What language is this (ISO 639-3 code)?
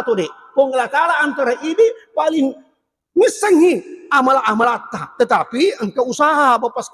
bug